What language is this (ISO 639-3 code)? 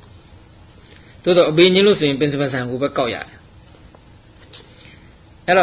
mya